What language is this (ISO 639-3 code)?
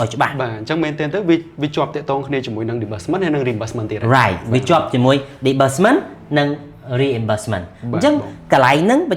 khm